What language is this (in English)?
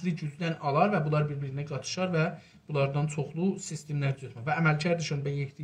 South Azerbaijani